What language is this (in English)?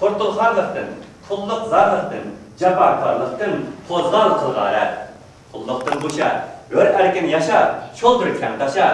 Uyghur